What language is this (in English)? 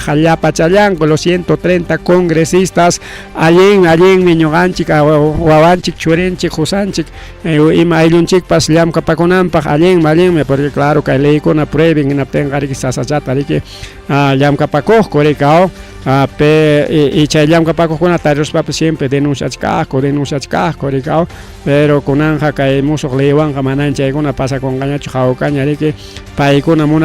Ayacucho Quechua